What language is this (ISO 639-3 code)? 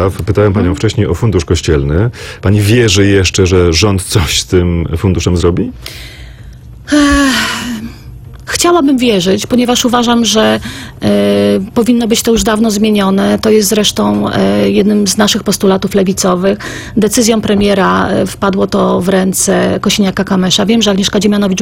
pol